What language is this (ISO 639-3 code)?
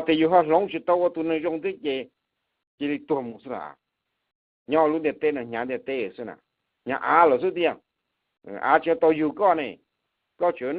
hmn